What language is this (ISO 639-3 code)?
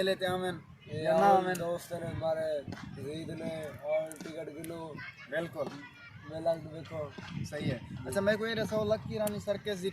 skr